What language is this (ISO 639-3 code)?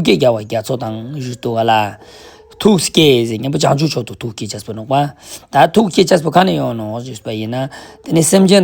lbj